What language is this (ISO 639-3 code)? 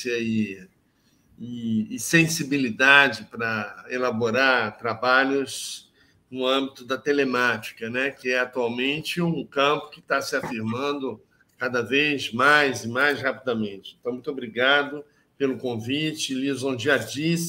por